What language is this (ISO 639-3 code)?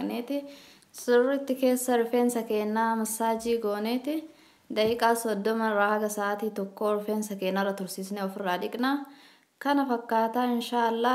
orm